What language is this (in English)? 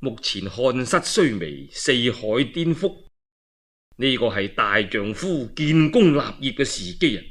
Cantonese